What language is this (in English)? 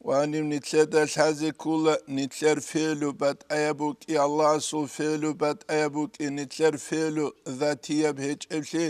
Avaric